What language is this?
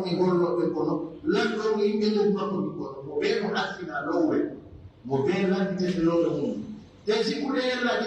Pular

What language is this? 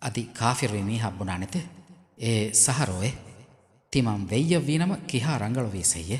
Divehi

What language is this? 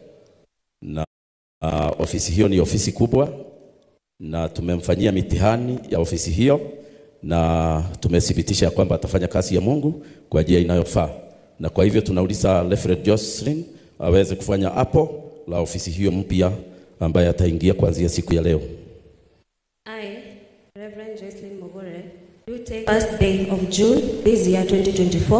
Kikuyu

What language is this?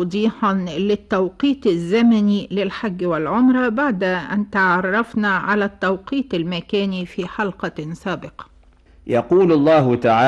Arabic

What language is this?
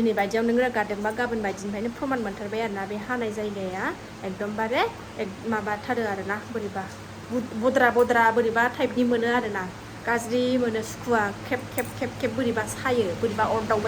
Bodo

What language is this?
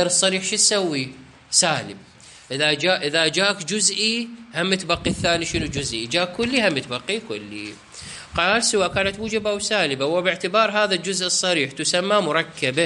Mesopotamian Arabic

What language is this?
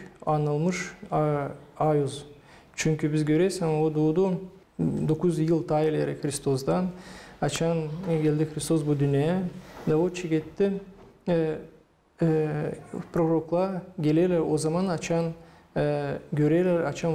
Gagauz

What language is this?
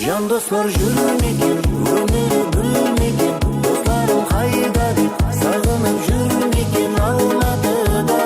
Kara-Kalpak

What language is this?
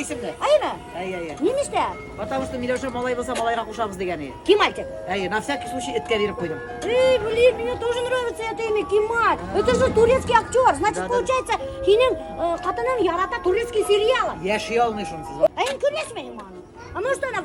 Bashkir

